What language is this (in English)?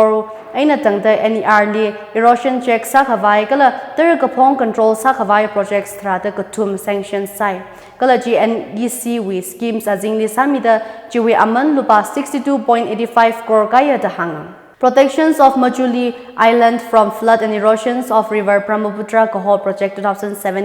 Tangkhul Naga (India)